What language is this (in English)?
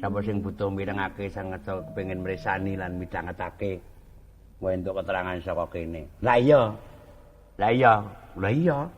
Javanese